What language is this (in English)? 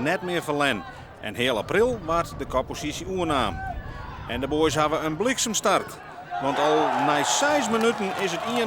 Western Frisian